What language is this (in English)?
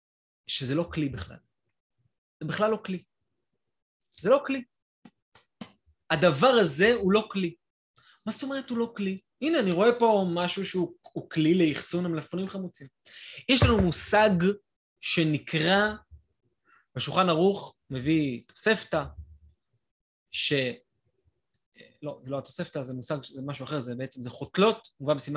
Hebrew